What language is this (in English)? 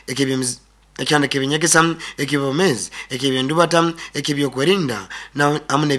Nyoro